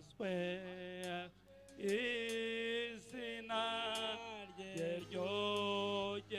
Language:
Kinyarwanda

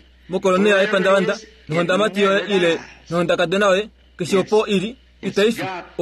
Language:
Kuanyama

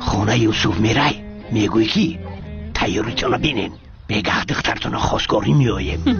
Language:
Tajik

